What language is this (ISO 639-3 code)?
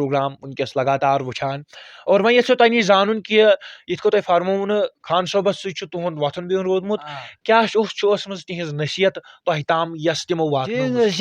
kas